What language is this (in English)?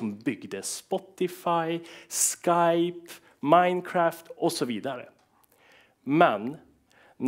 Swedish